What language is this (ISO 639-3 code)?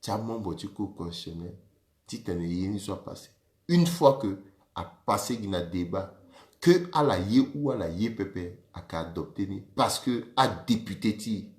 sag